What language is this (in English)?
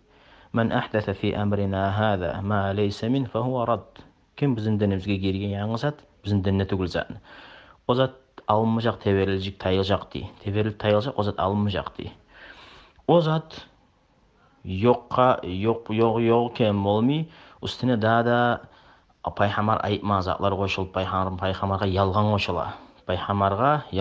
Kumyk